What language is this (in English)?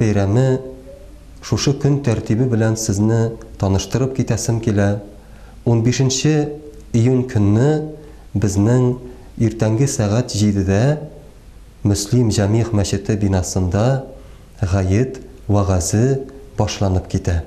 Tatar